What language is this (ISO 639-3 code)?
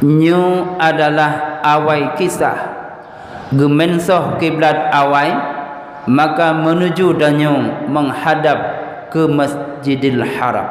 ace